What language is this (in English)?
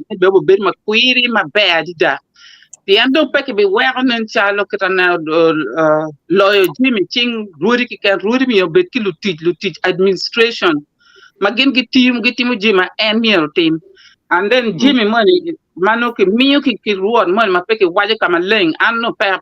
Acoli